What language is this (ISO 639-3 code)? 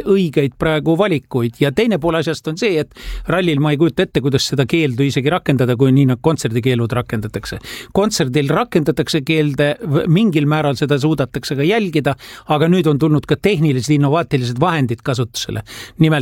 est